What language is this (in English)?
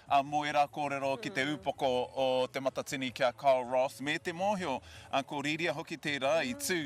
Māori